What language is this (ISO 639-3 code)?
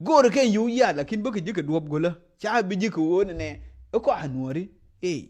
nus